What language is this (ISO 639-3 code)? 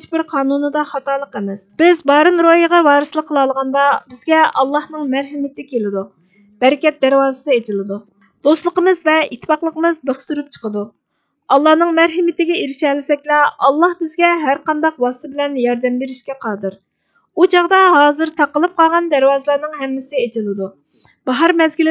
uig